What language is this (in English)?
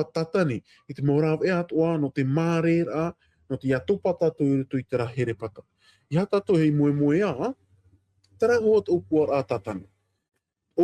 Tahitian